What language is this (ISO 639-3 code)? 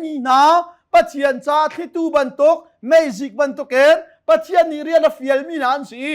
cnh